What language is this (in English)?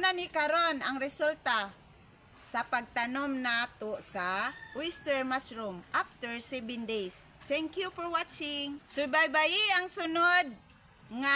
Cebuano